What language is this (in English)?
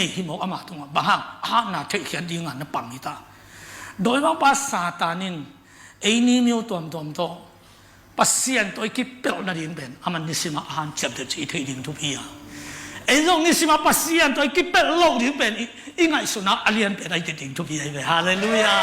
Tedim Chin